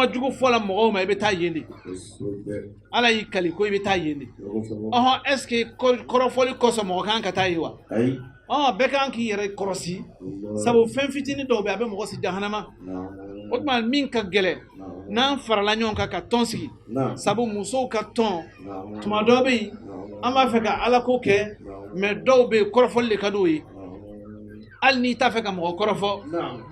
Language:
Bambara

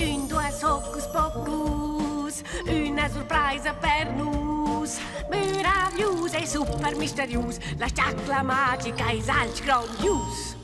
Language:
Romansh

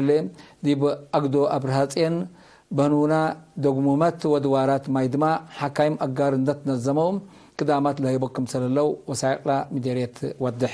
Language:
Tigre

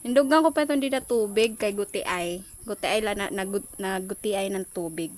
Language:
Waray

